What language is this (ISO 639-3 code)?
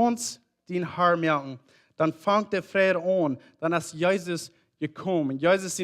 pdt